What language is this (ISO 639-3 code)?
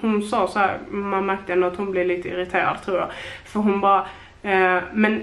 swe